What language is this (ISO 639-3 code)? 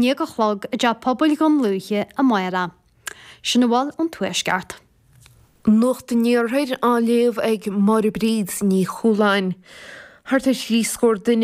gle